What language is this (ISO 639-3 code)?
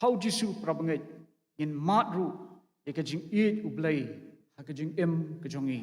kha